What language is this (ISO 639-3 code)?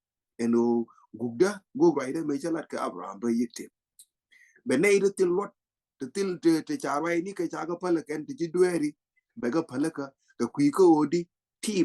nus